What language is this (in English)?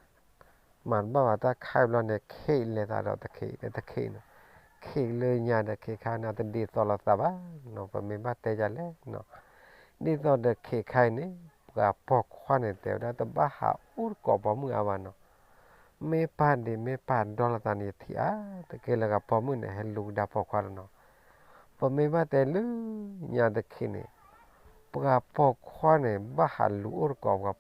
S'gaw Karen